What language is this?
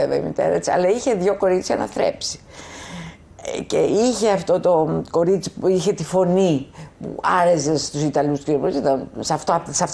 Greek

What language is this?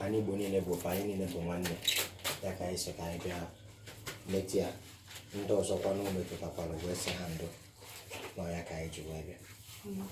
Igbo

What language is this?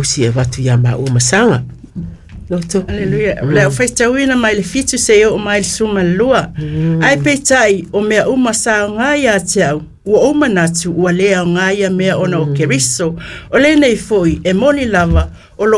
Samoan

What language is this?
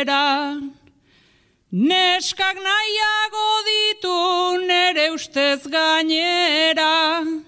Basque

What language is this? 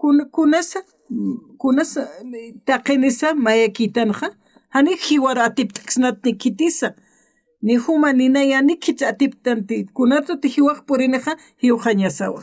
Aymara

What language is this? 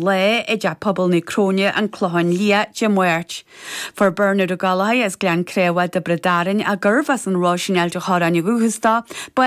Irish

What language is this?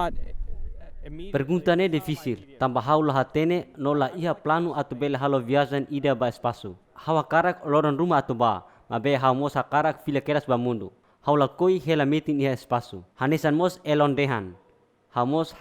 Tetum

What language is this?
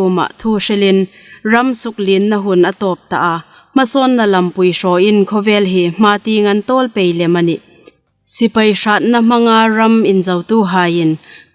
Hmar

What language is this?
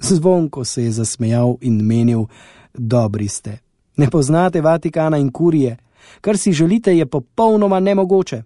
Slovenian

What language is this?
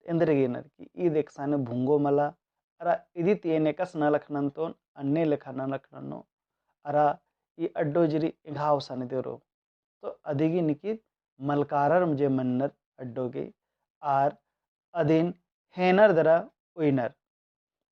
Kurukh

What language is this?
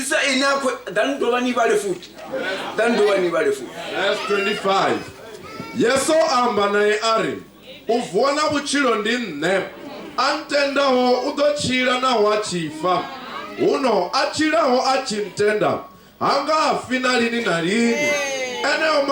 Venda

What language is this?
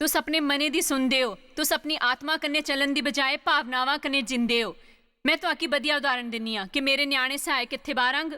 Dogri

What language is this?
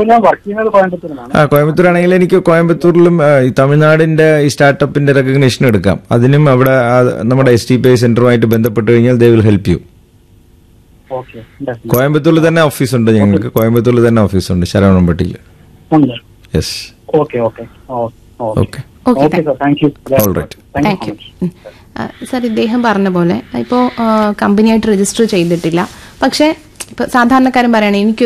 Malayalam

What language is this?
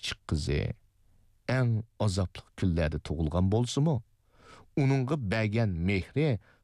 Uyghur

